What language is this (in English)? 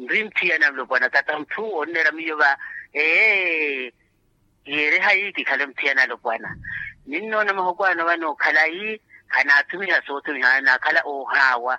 Makhuwa